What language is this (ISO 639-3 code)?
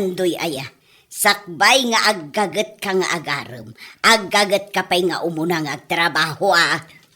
ilo